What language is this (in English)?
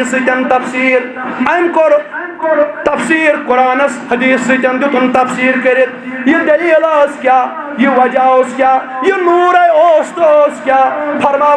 Kashmiri